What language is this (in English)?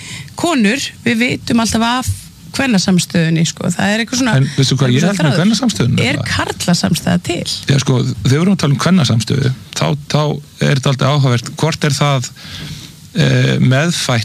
Icelandic